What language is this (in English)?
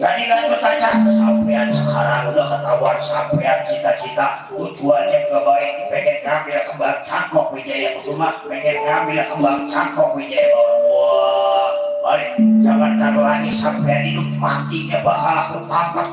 Betawi